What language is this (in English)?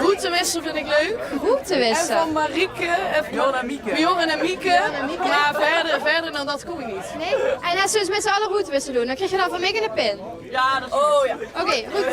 Limburgish